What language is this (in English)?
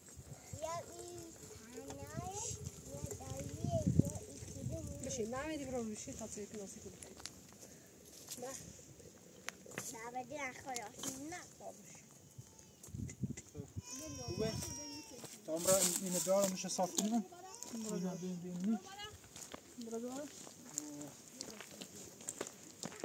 Persian